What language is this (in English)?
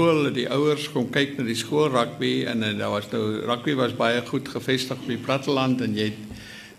Afrikaans